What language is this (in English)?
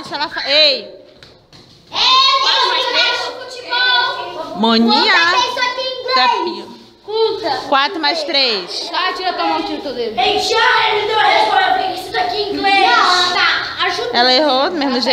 Portuguese